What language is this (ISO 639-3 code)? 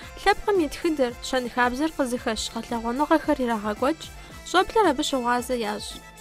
kbd